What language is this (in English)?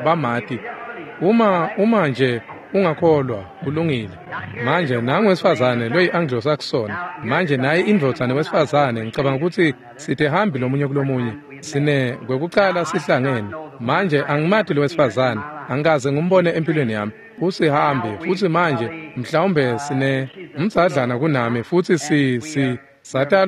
Swati